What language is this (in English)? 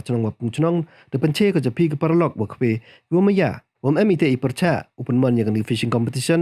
Pnar